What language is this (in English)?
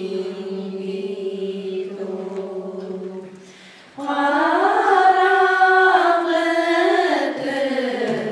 Bashkir